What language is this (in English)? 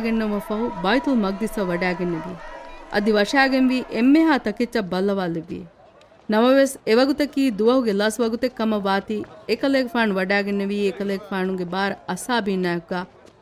Divehi